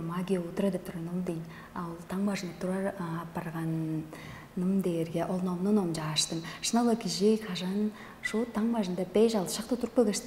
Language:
Tuvinian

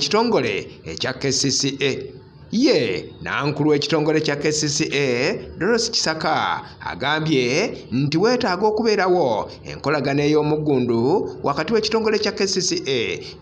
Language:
Ganda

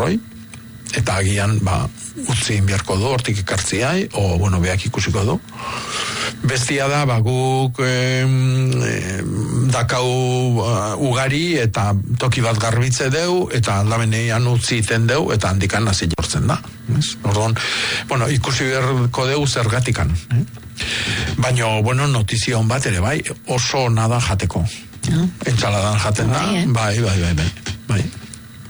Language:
Basque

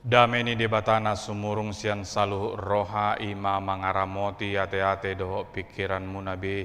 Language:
Batak Toba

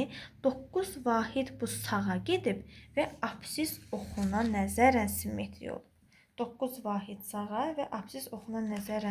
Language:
Azerbaijani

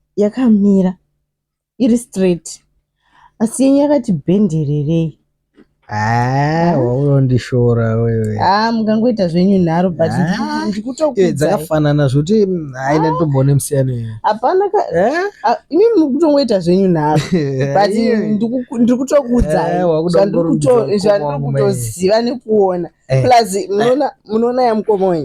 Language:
Shona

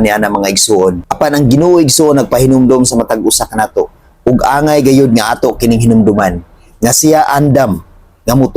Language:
Cebuano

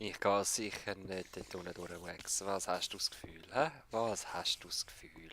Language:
Swiss German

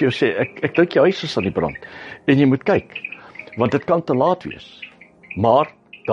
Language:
Afrikaans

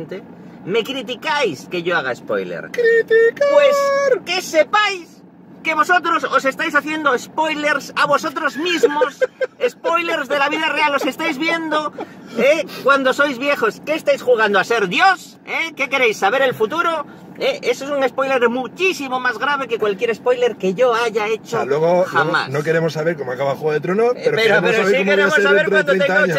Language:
Spanish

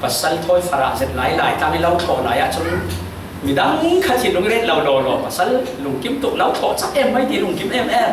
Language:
Falam Chin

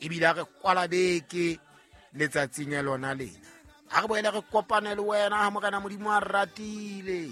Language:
Southern Sotho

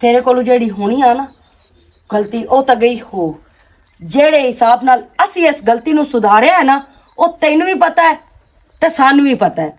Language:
Western Panjabi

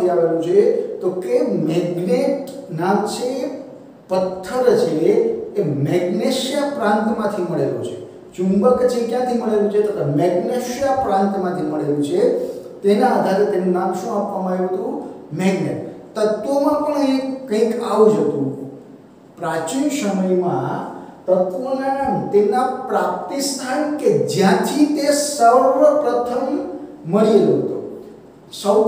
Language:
Gujarati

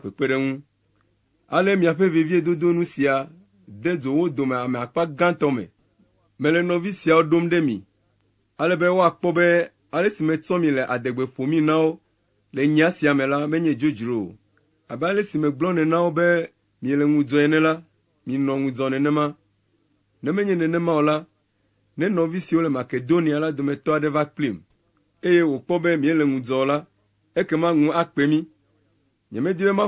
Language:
Ewe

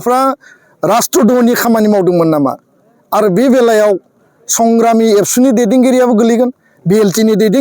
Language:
Bodo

